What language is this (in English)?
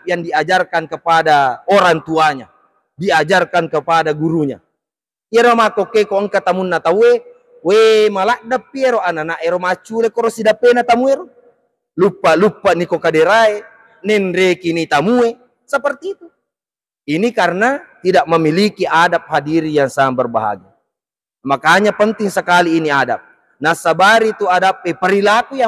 Buginese